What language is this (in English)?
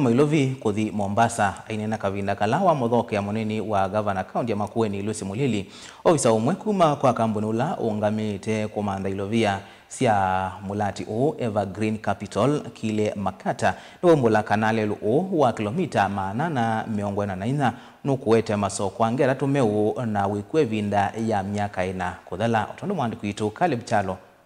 Kamba